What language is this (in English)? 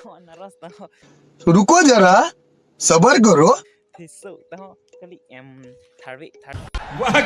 Karbi